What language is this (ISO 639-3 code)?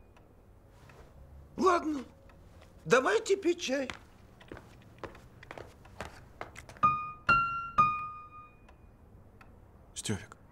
rus